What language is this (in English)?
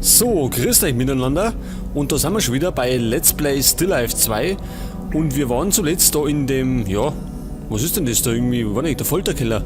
Bavarian